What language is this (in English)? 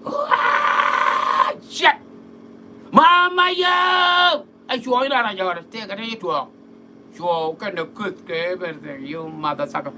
Nuer